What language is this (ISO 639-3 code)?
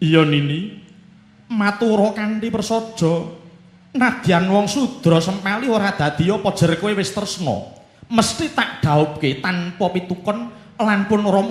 jav